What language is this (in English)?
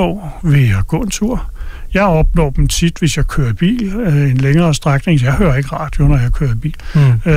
Danish